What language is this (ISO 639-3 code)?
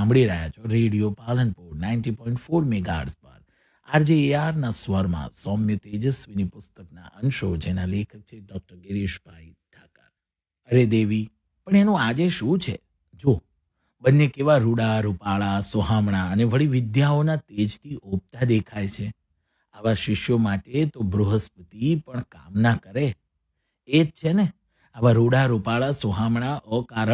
guj